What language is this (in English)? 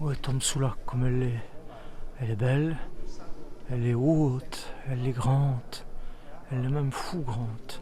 Walloon